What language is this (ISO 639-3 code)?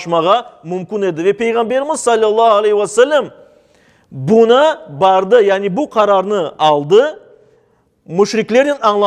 crh